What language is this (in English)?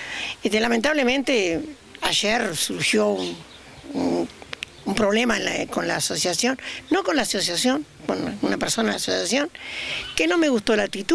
Spanish